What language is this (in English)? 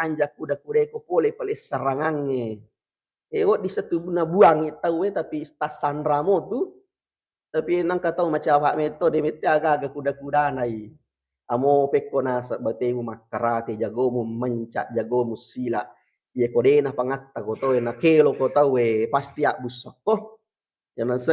Buginese